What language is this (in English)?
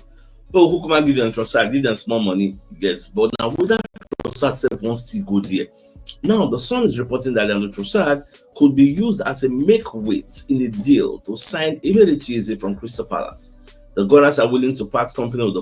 Nigerian Pidgin